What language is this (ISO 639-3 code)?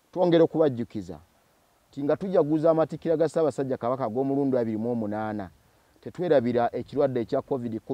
lug